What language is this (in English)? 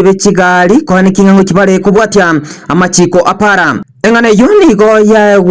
Gusii